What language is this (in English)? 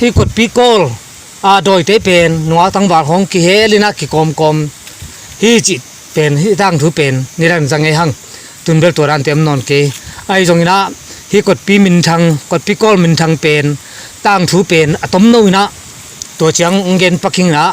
Tedim Chin